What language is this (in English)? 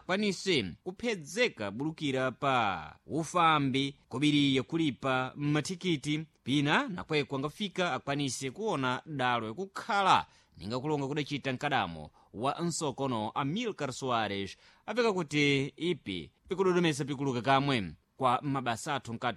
Sena